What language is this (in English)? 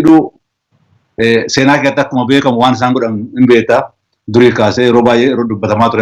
Oromo